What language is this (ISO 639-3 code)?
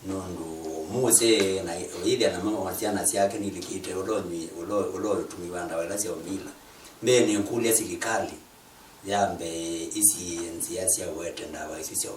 kam